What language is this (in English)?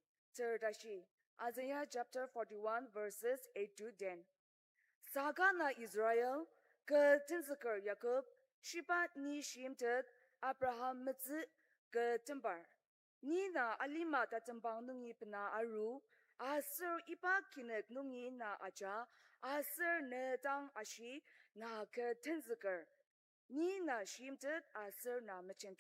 Ao Naga